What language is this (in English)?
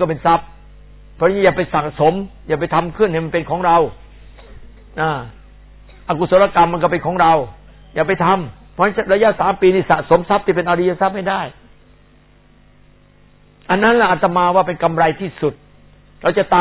Thai